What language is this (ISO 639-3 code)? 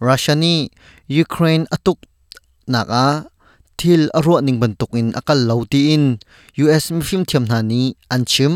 cnh